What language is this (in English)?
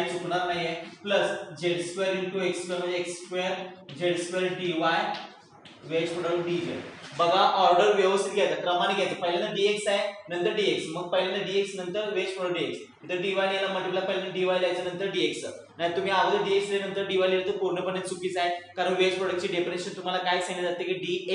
Marathi